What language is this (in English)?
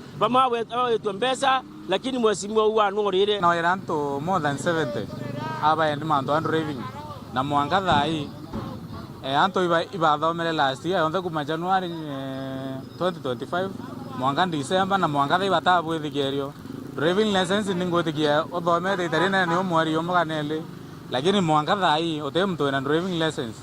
Meru